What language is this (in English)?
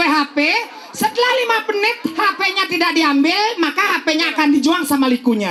Balinese